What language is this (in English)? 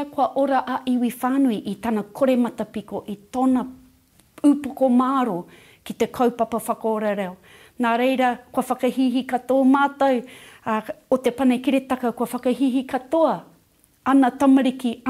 Māori